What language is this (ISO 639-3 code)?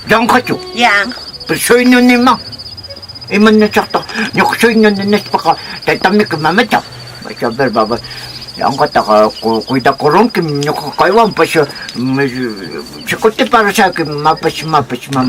que